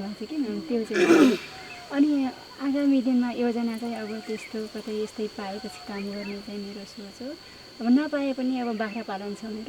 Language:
Nepali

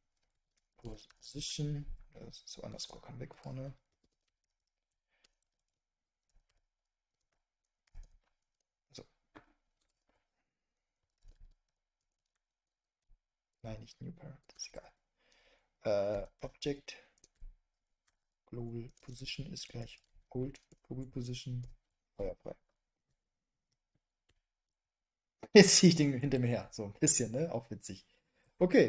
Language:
German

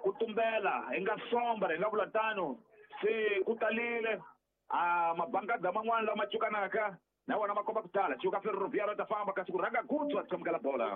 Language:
Tsonga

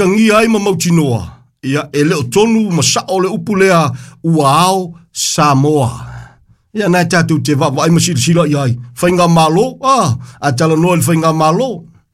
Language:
Samoan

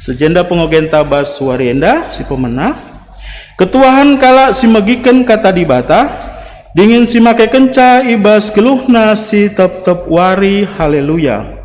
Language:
Batak Karo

